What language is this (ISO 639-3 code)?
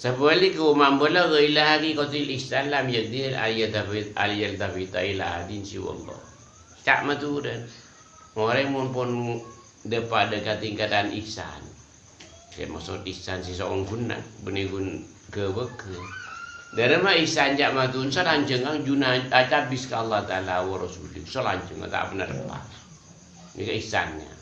mad